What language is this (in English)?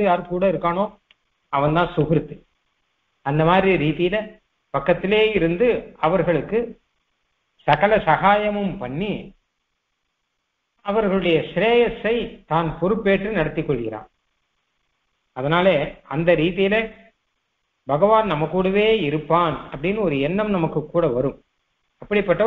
Tamil